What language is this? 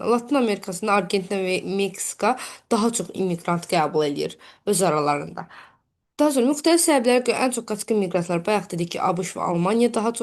Azerbaijani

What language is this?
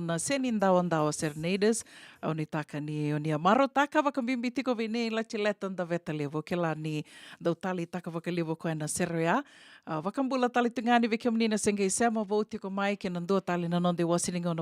Fijian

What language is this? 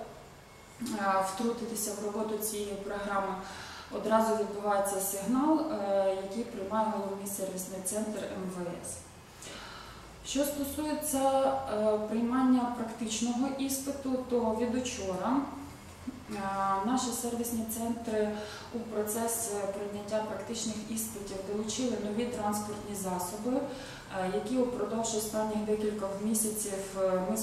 Ukrainian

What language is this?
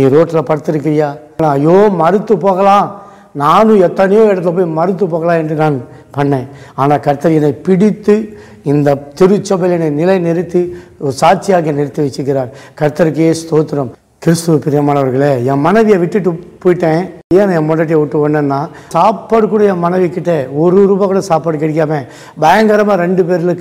Tamil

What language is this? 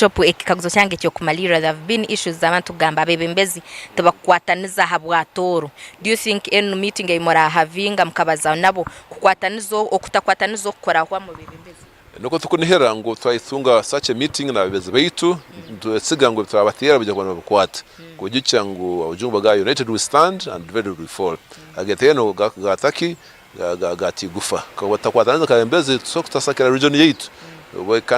Nyankole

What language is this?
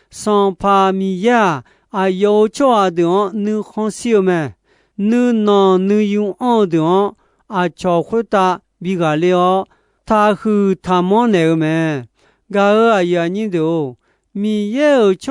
Akha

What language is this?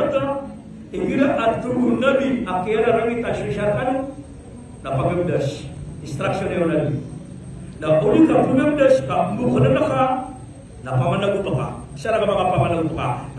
Maranao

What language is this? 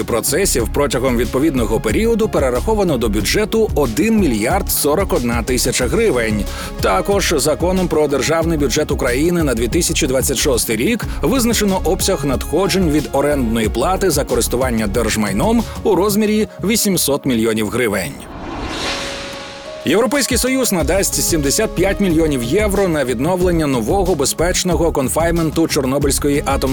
Ukrainian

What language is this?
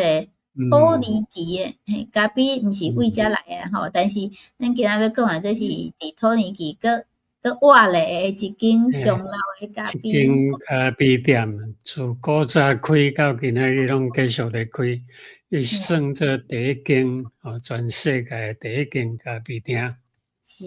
Min Nan Chinese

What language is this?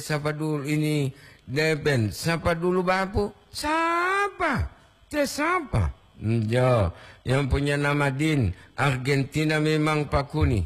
Gorontalo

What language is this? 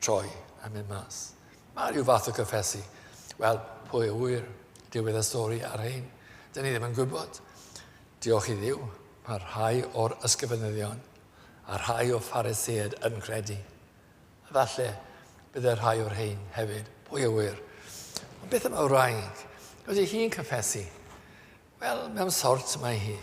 Welsh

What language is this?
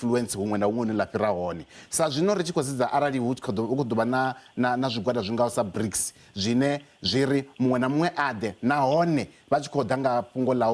Venda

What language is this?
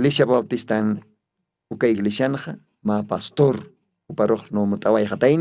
Aymara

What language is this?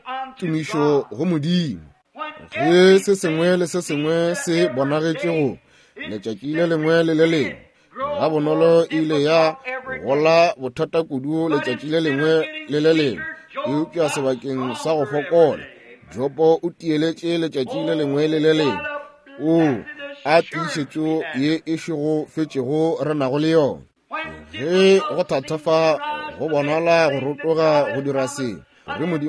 Northern Sotho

